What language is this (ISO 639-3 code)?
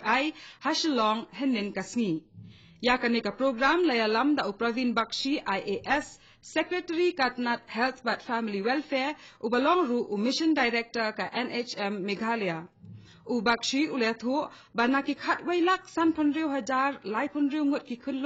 kha